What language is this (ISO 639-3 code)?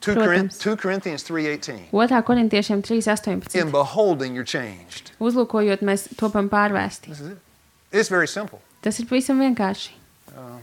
lav